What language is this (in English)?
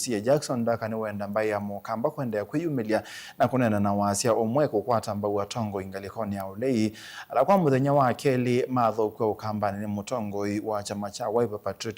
Kamba